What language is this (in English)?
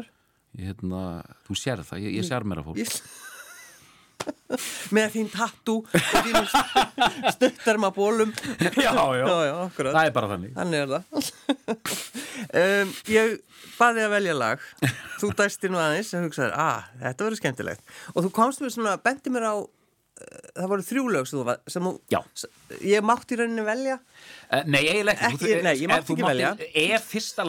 Icelandic